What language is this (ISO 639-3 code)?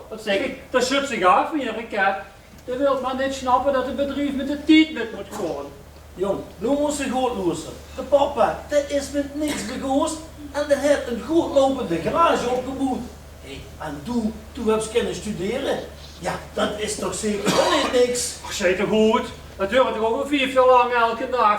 lim